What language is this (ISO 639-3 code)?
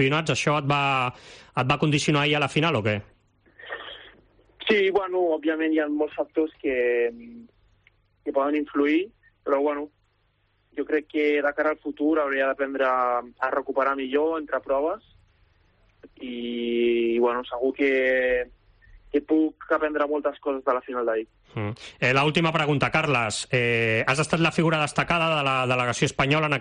cat